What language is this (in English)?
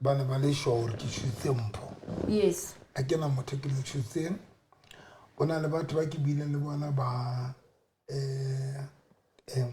Southern Sotho